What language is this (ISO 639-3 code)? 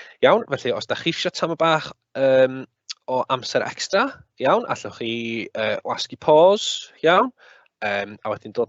cym